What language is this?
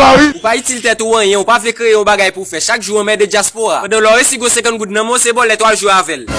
Haitian Creole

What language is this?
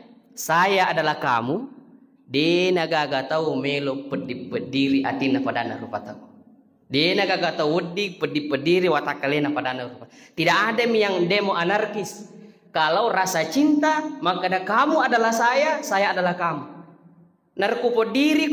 Buginese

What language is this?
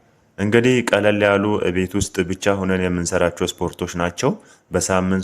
Amharic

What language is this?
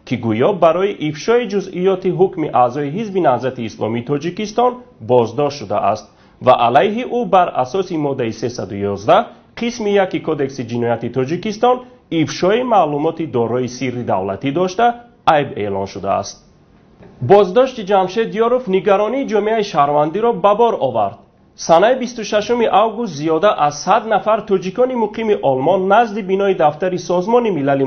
Tajik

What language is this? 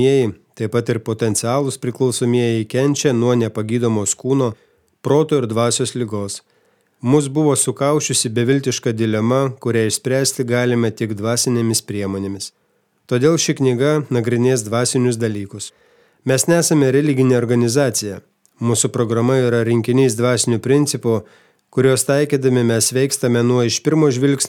Lithuanian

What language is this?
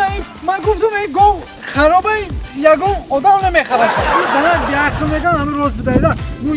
Tajik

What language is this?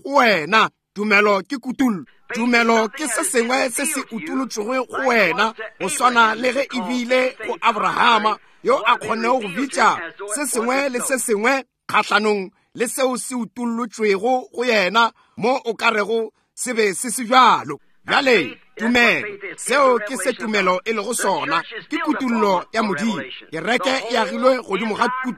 Northern Sotho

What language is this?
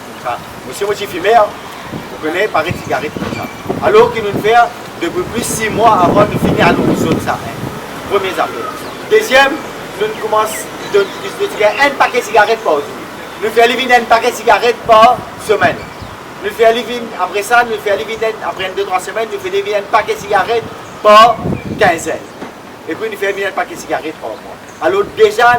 Morisyen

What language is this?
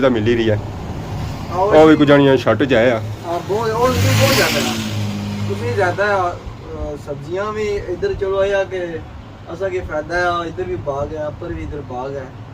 Pahari-Potwari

